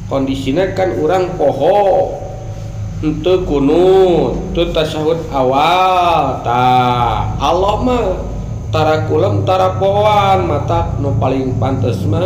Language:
Sundanese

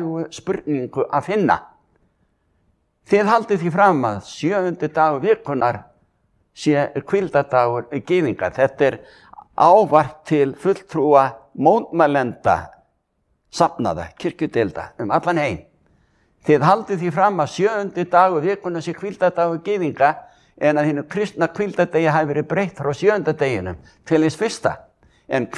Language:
Icelandic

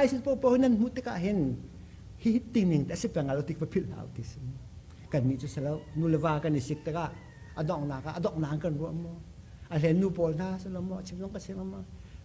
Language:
Hakha Chin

